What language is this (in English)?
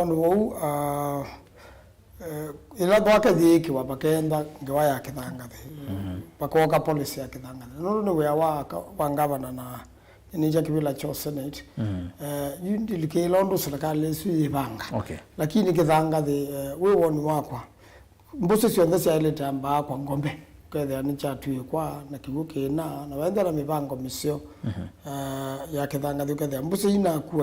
Kamba